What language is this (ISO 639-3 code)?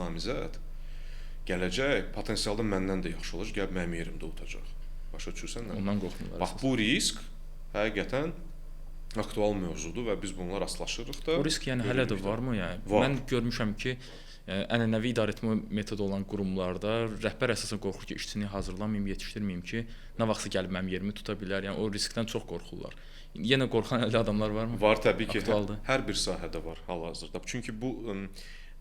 aze